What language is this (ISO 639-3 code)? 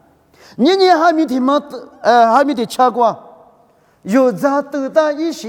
lis